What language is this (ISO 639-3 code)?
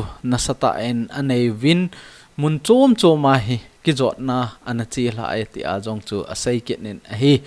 tcz